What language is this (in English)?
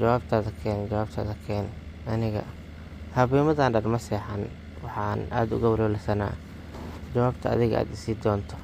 Somali